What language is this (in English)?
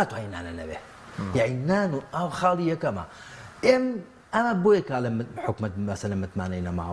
Central Kurdish